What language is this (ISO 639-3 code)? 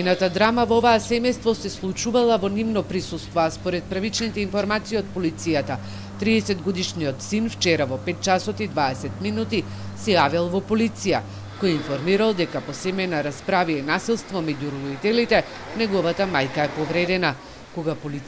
mkd